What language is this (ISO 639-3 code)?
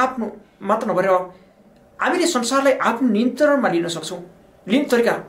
nep